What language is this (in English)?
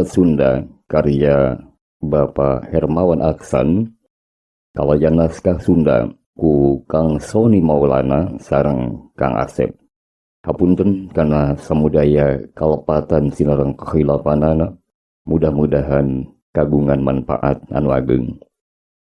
Sundanese